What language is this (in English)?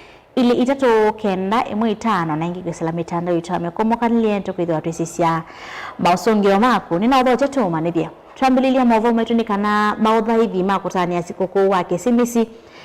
Kamba